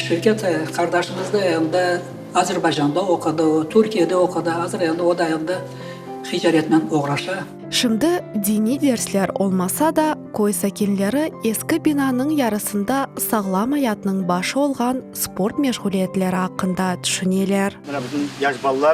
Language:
Crimean Tatar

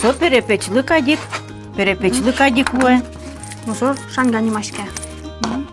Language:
Udmurt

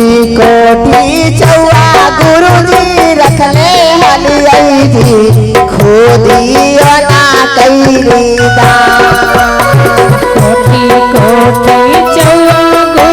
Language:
Magahi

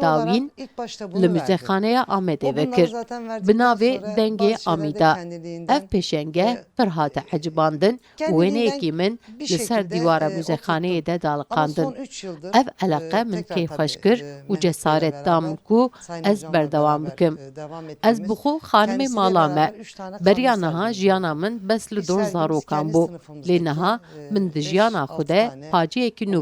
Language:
Kurdish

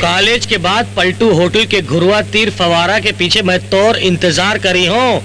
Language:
Chhattisgarhi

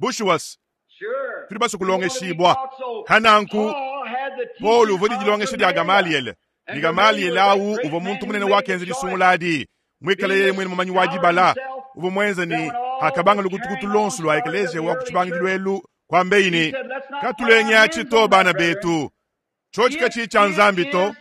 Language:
Luba-Lulua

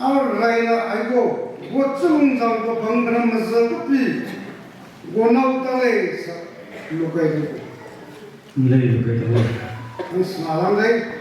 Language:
Maram Naga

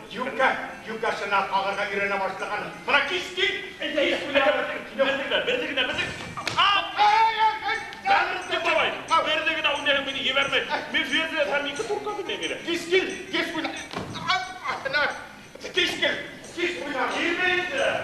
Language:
Bashkir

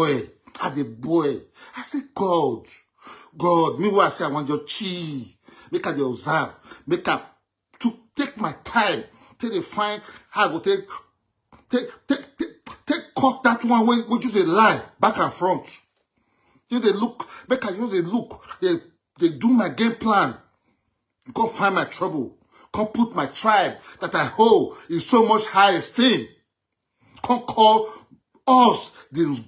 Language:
Nigerian Pidgin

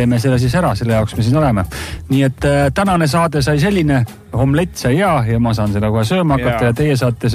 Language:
Estonian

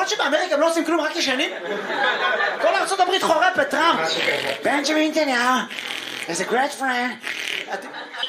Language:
Hebrew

